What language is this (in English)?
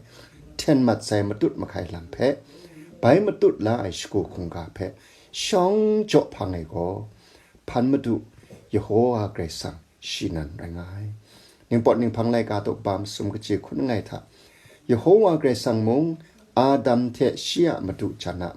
Kachin